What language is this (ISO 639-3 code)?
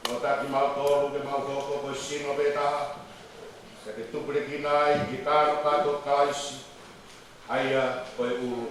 ton